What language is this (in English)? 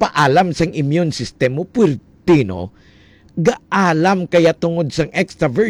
Hiligaynon